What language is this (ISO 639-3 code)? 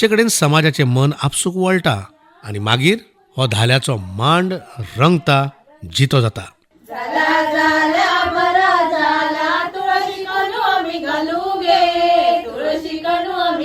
kok